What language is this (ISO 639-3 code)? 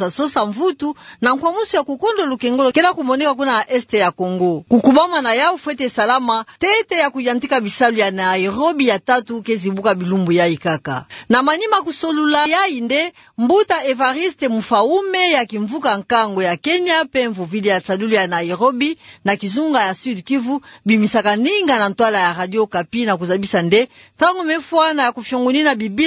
ktu